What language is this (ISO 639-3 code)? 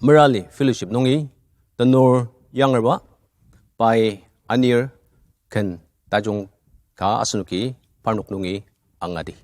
njo